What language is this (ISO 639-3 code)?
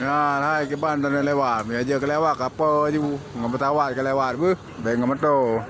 ace